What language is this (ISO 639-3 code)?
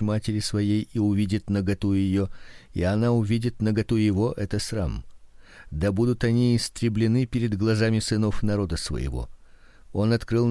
rus